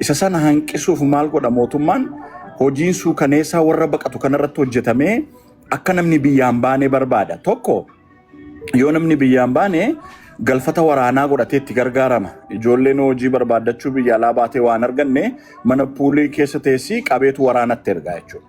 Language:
Oromo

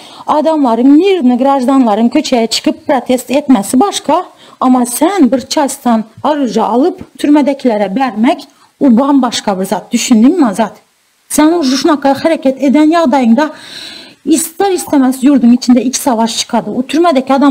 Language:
Turkmen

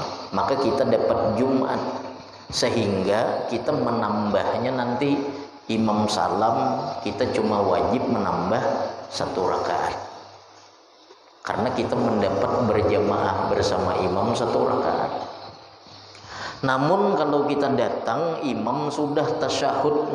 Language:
Indonesian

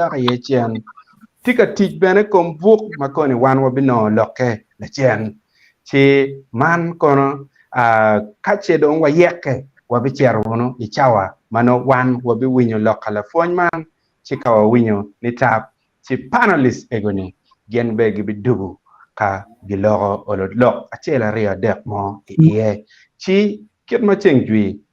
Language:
Acoli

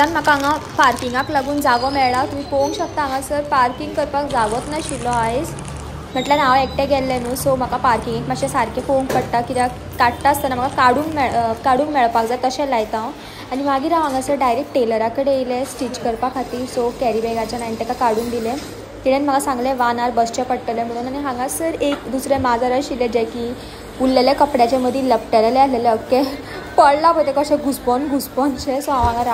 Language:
Konkani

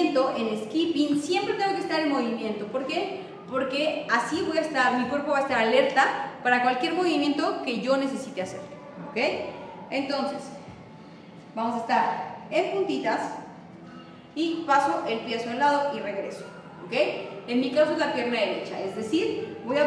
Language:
Spanish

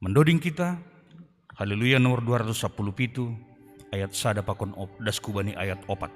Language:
Batak Simalungun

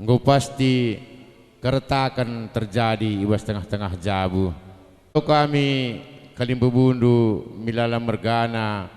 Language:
Batak Karo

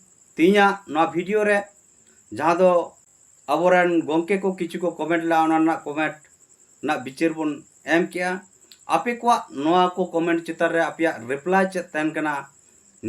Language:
Santali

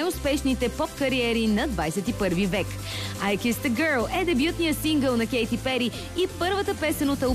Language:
Bulgarian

